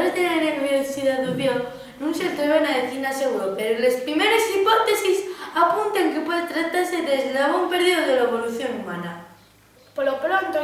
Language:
Asturian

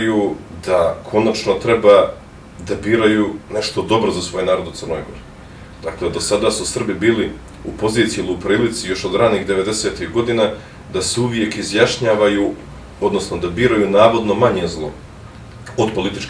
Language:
Bosnian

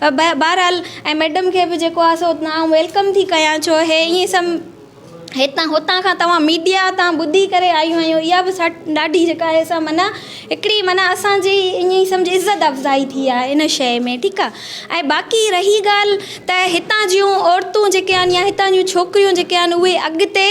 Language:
Sindhi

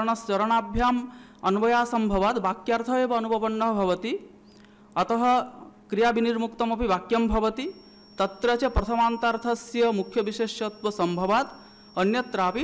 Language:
Sanskrit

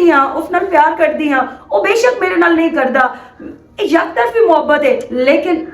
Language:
Western Panjabi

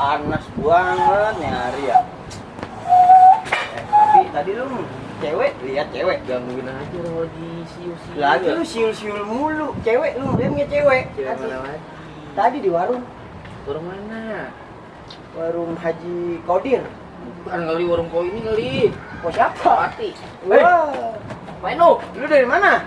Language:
Betawi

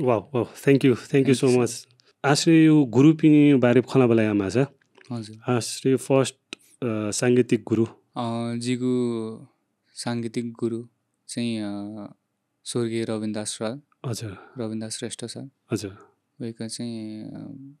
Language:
Newari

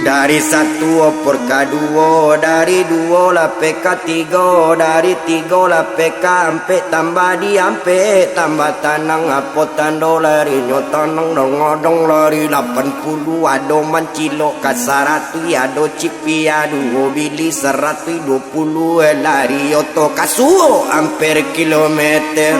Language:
Minangkabau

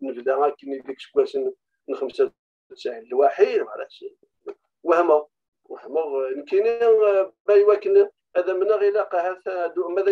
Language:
Kabyle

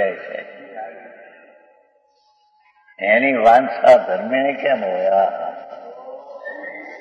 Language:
Gujarati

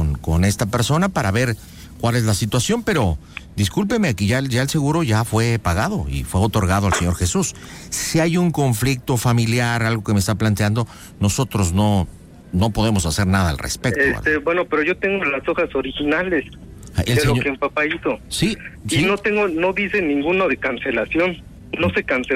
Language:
Spanish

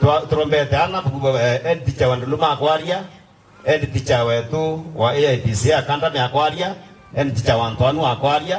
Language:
Meru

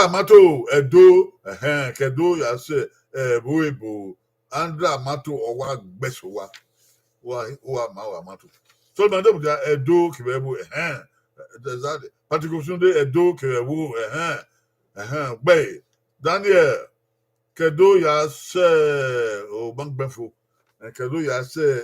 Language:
Bini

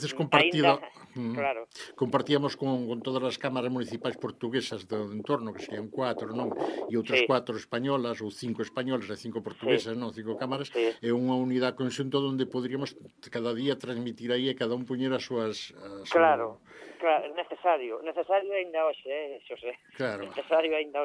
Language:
Galician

